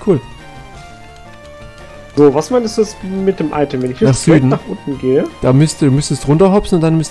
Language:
German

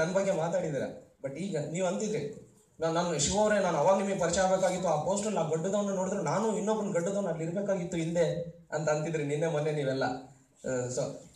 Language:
Kannada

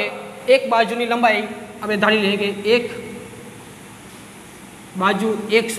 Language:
Gujarati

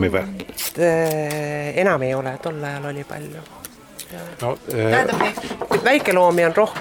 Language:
Estonian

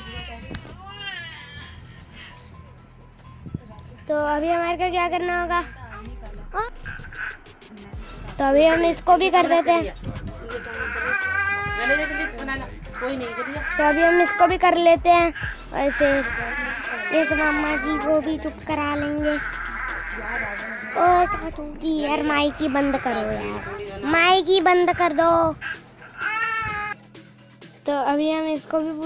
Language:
Hindi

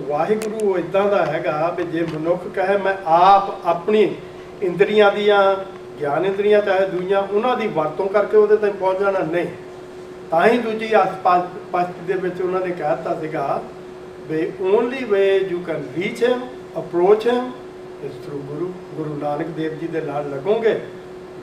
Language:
Punjabi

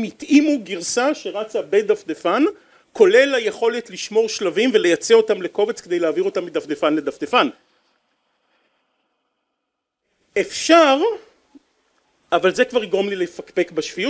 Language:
Hebrew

